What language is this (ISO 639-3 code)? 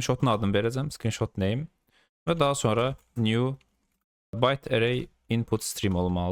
aze